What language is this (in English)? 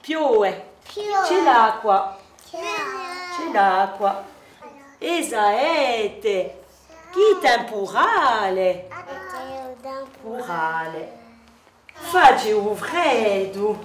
Corsican